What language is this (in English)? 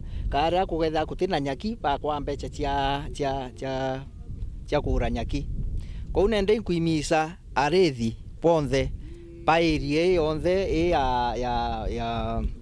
Meru